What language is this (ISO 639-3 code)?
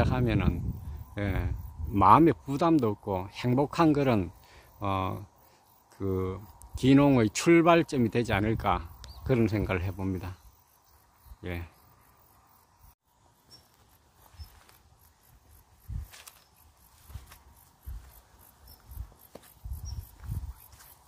kor